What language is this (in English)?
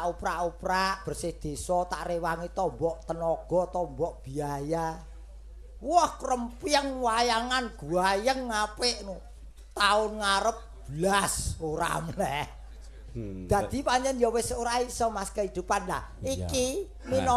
Javanese